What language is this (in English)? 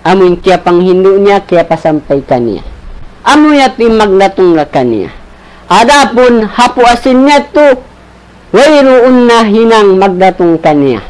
Tausug